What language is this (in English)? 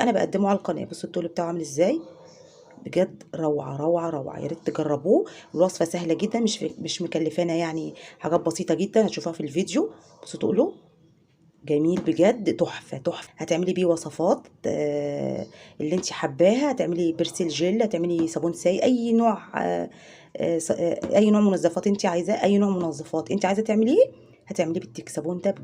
Egyptian Arabic